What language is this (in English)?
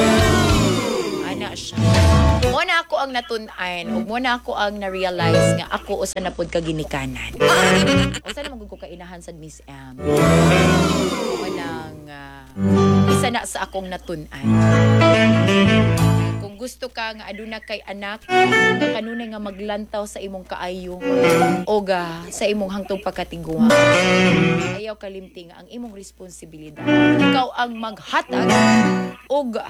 Cebuano